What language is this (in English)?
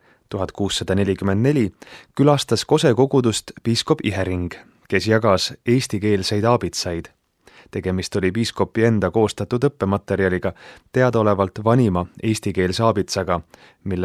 Estonian